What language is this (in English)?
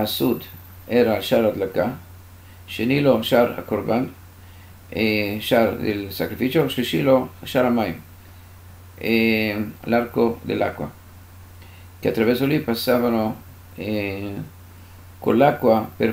Italian